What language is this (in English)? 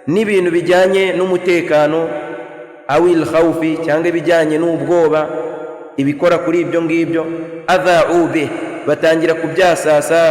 Kinyarwanda